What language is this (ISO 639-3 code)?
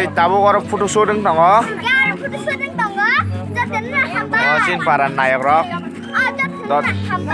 trp